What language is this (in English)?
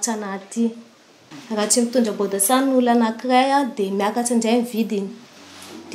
Malagasy